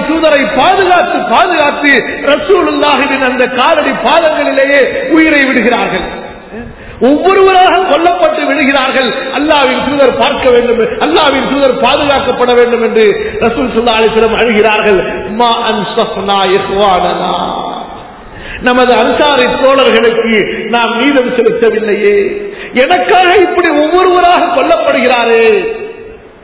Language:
Tamil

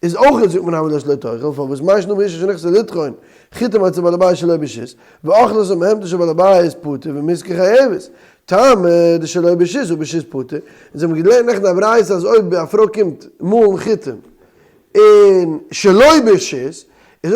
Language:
Yiddish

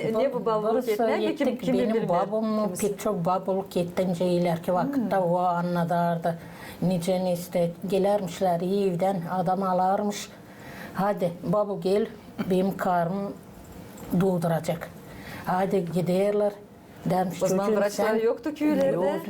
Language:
Gagauz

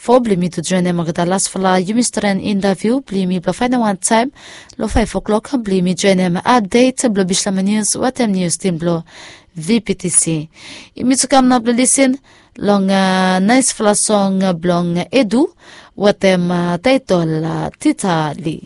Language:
Bislama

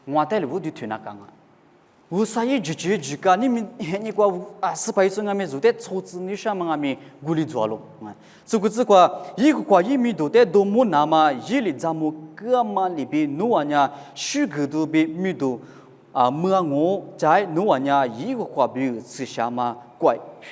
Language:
Lisu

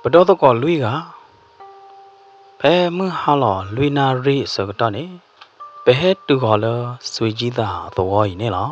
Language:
S'gaw Karen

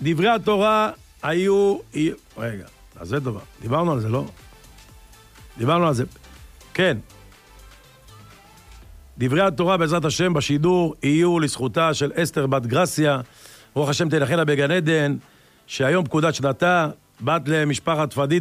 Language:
Hebrew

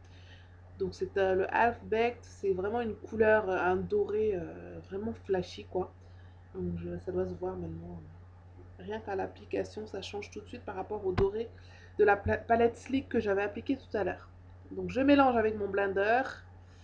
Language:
French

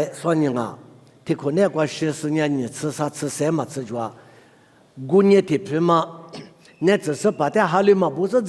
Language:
Lisu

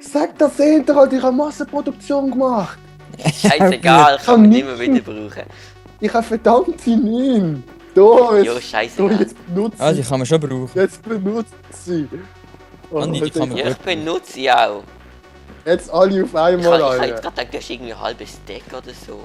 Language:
Swiss German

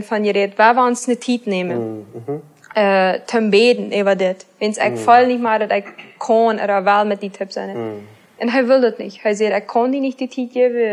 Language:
Plautdietsch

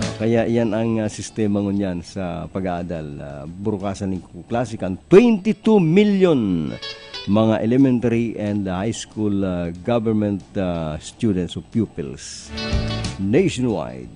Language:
Bikol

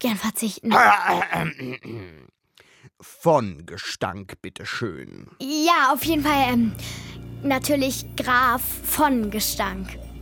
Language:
German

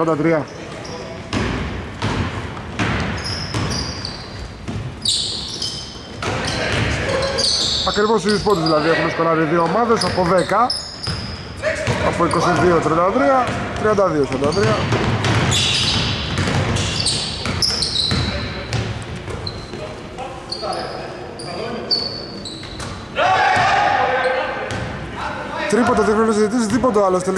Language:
Greek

